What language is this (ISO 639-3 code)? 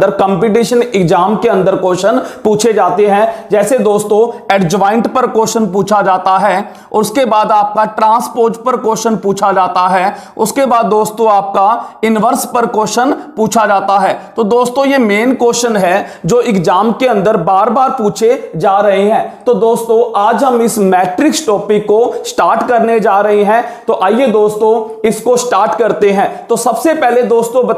hin